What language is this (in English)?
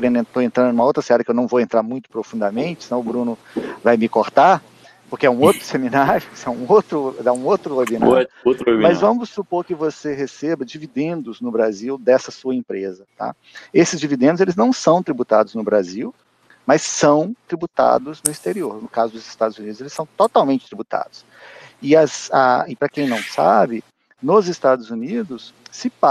Portuguese